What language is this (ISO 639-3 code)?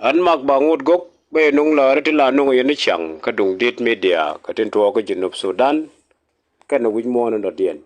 nus